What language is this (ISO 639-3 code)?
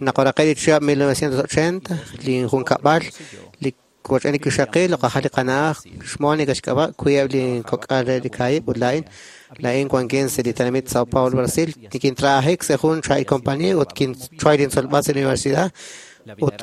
kek